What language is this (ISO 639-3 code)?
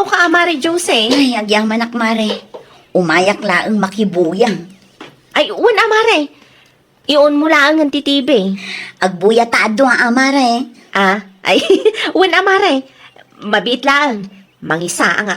ilo